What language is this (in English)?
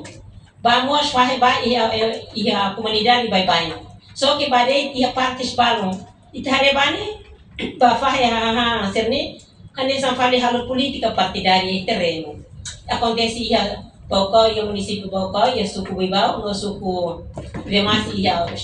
Tetum